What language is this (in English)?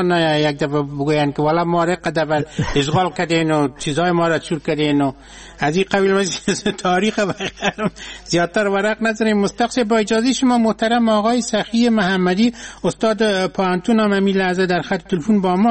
Persian